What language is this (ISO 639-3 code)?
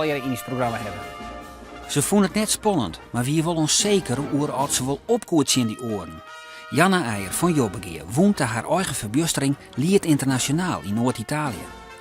fry